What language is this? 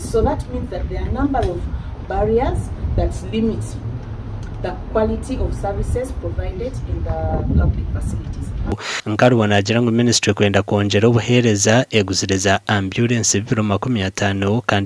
Nyankole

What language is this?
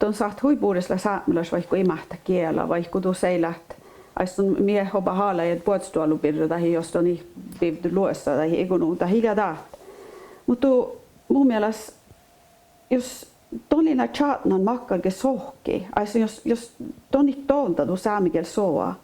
Northern Sami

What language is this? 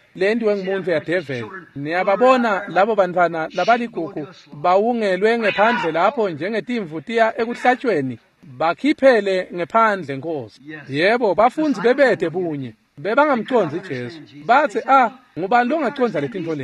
Swati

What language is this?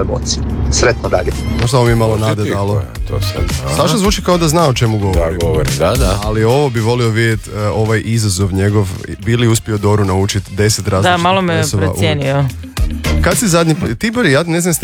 Croatian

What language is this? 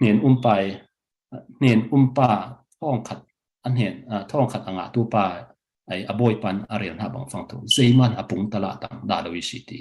Falam Chin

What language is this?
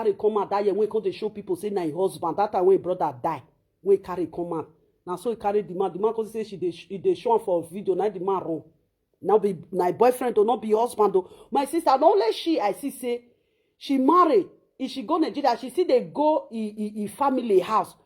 Nigerian Pidgin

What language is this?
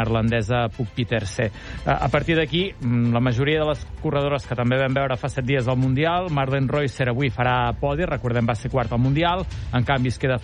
Catalan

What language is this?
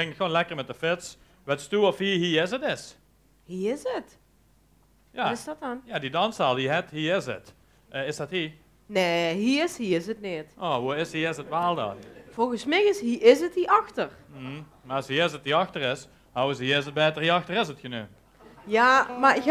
Limburgish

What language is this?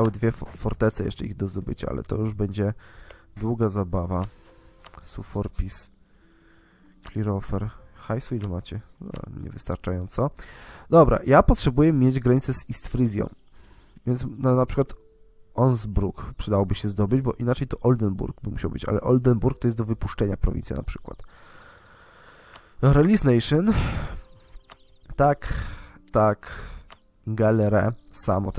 Polish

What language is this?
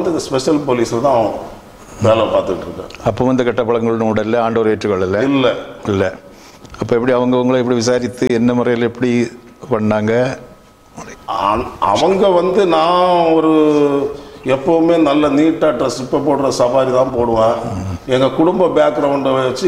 Tamil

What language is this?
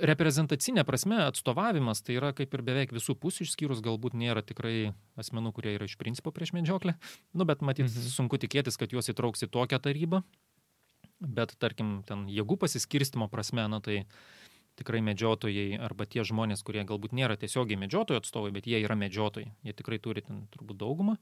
Lithuanian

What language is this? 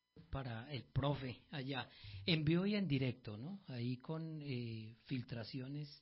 Spanish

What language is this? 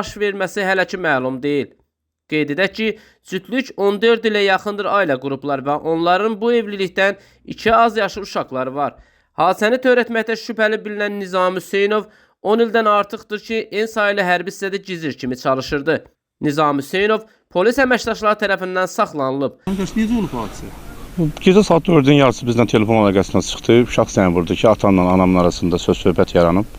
Azerbaijani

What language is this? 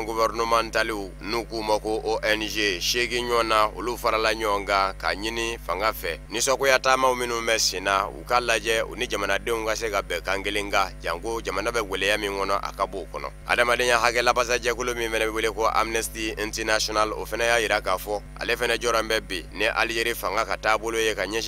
Bambara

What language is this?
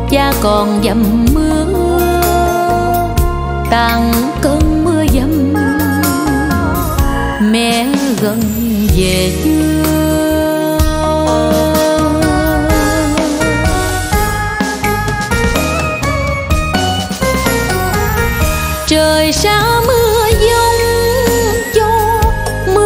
Vietnamese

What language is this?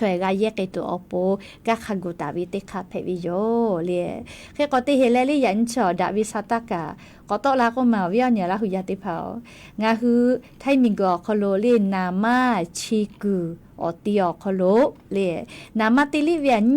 Lahu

